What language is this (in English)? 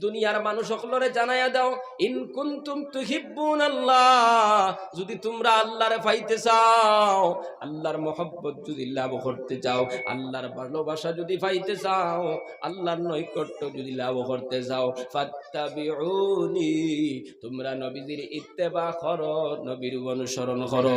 Sylheti